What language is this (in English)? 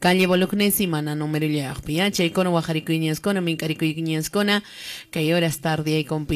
Quechua